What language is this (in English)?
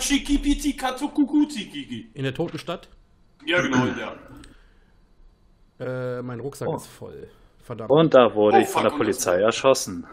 German